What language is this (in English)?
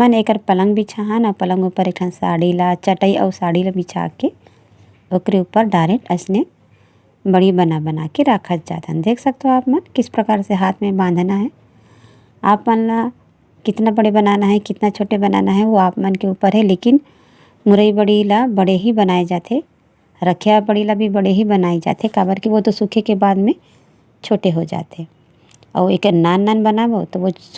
Chhattisgarhi